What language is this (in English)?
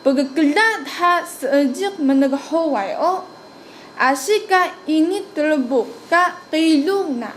Taroko